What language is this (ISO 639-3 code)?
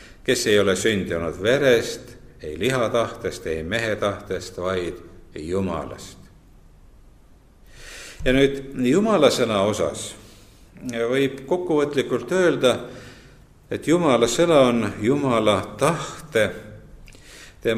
est